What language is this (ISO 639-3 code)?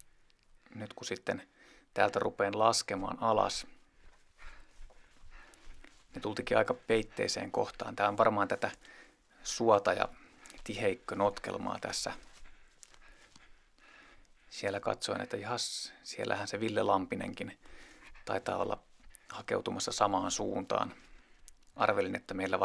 fin